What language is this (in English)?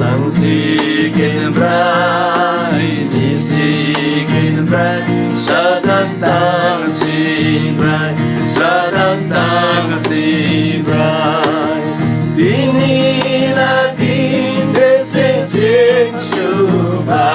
Eastern Tamang